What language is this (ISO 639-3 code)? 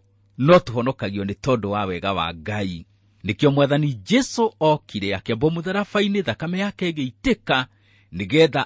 kik